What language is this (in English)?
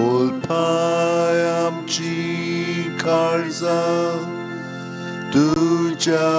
Konkani